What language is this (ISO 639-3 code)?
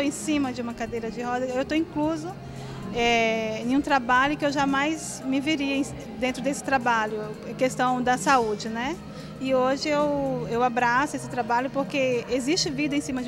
por